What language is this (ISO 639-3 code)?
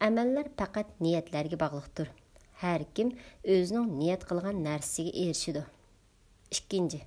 uig